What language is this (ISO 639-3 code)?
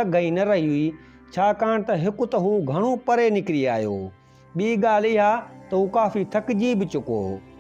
snd